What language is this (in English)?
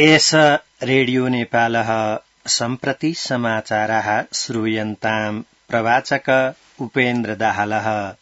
Sanskrit